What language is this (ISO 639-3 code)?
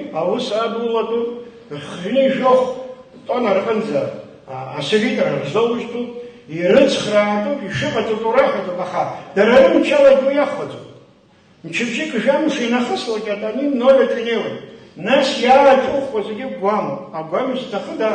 abk